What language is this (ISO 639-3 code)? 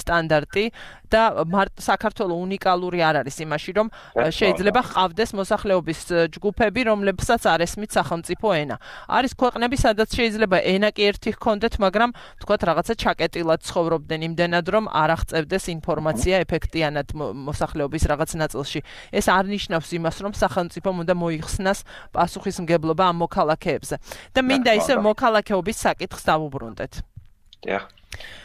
kat